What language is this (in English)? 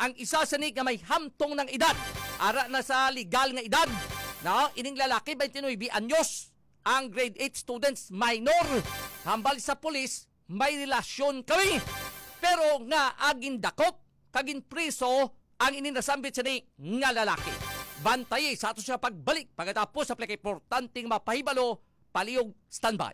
Hiligaynon